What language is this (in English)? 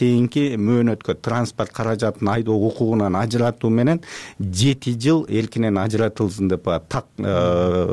Kyrgyz